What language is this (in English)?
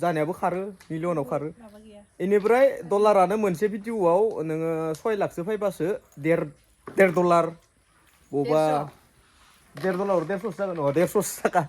Bodo